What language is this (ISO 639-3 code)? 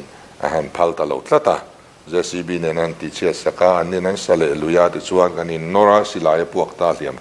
lus